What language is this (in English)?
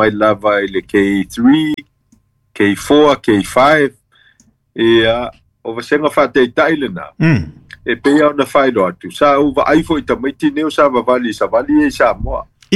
Samoan